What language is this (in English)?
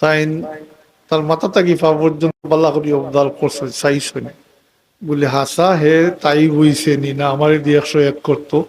Sylheti